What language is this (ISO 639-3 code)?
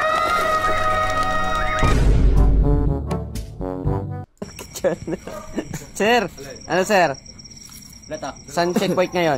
est